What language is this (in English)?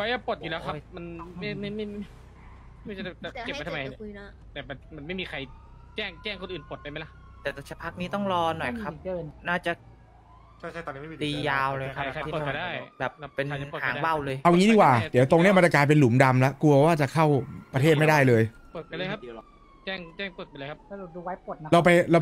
Thai